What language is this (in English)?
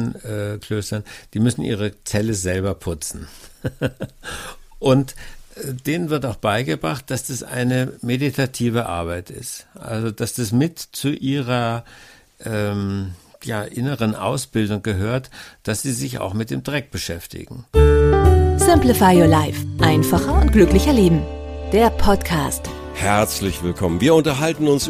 German